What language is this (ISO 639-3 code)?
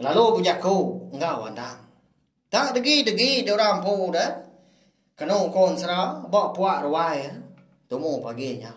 iba